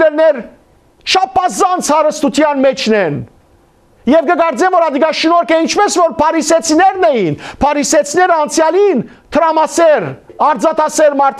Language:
Western Armenian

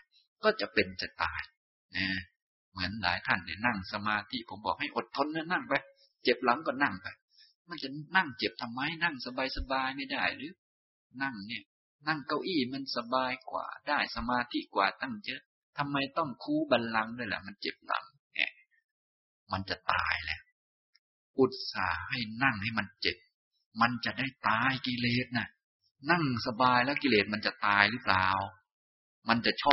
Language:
Thai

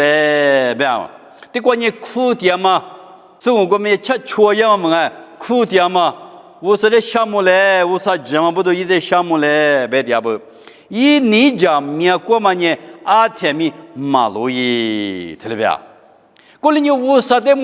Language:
Lisu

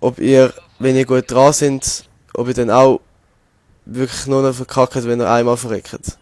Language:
Swiss German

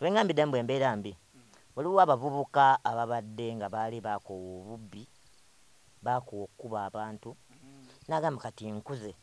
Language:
Ganda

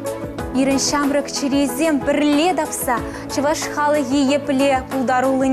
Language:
Chuvash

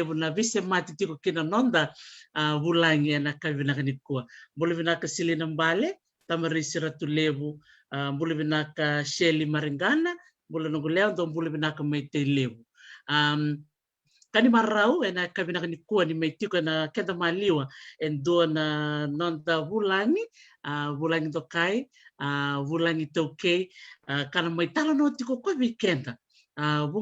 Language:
Fijian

